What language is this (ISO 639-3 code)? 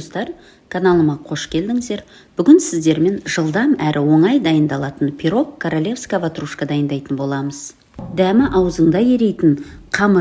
kaz